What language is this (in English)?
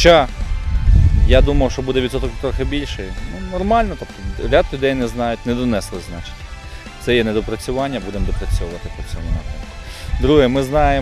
Ukrainian